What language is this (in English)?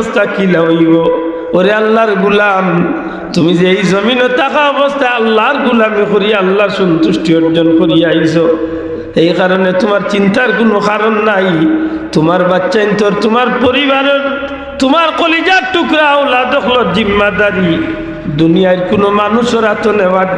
Sylheti